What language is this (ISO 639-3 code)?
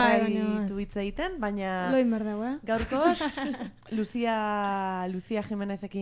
eus